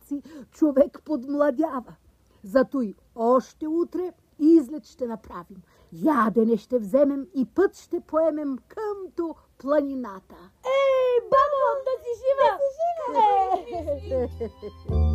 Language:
Bulgarian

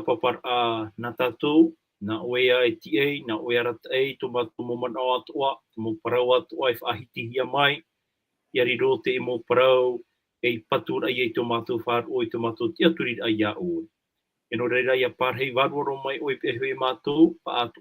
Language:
Tahitian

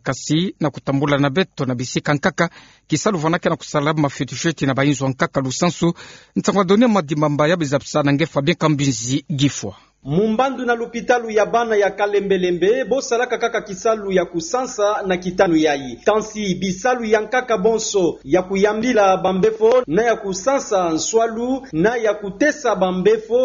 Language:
Kituba (Democratic Republic of Congo)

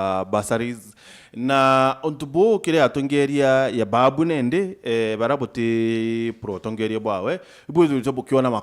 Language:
Meru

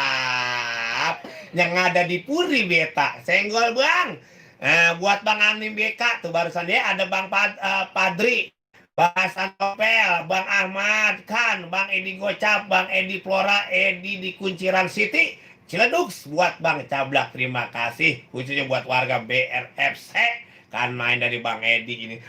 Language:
Betawi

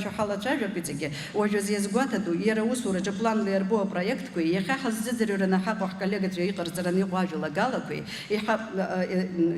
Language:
Abkhazian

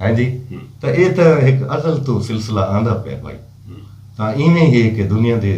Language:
Saraiki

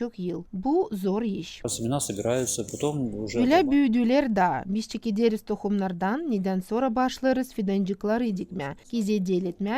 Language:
Gagauz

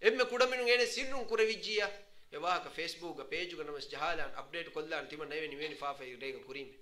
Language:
Divehi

